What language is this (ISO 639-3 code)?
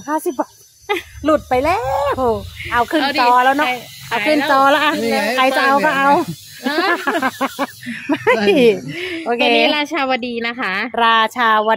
tha